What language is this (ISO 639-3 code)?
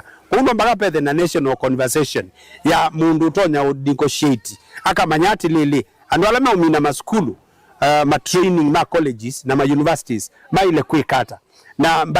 kam